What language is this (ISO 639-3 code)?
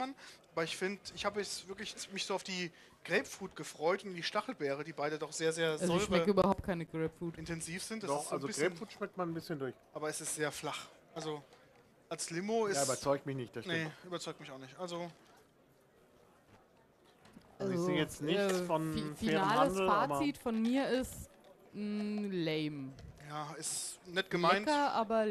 deu